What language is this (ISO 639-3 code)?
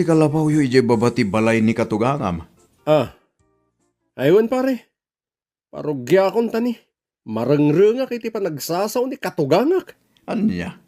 ilo